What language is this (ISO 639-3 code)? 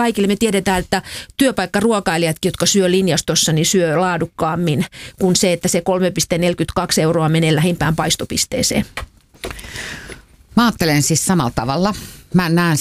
fin